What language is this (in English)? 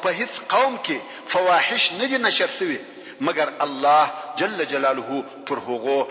Pashto